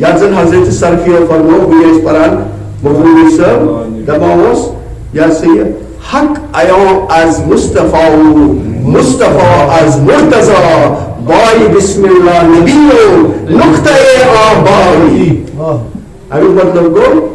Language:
Kashmiri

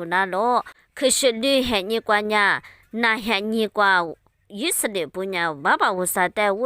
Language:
Lisu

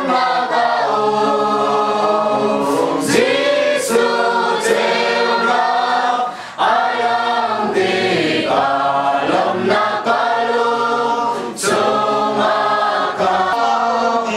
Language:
Hakha Chin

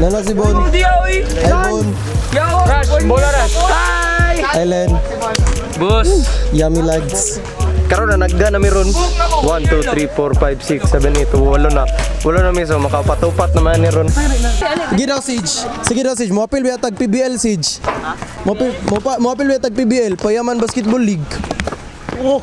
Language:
Cebuano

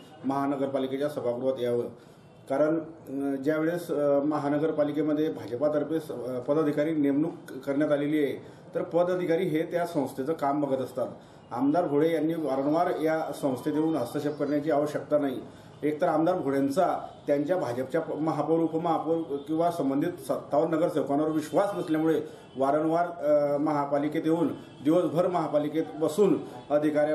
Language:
Marathi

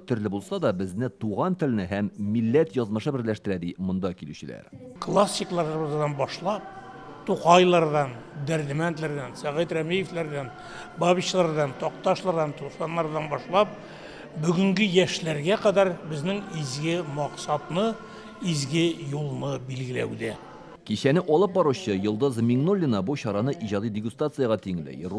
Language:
Tatar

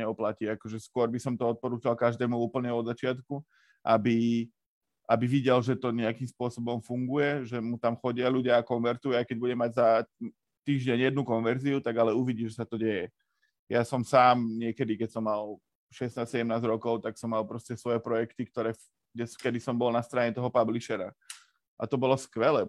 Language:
Slovak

